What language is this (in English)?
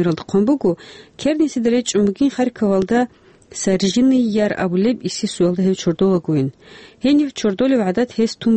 Avaric